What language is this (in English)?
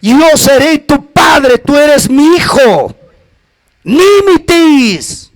Ayacucho Quechua